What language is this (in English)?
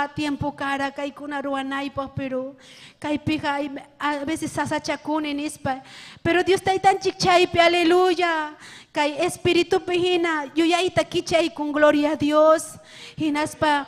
Ayacucho Quechua